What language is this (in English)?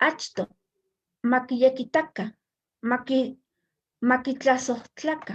Eastern Huasteca Nahuatl